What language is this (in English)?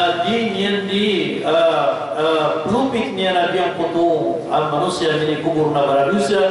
Maranao